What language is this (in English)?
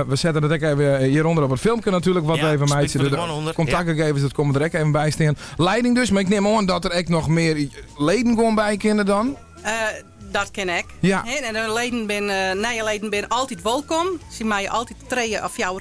Western Frisian